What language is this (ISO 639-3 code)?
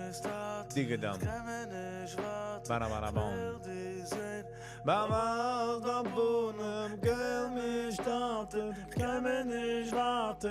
yid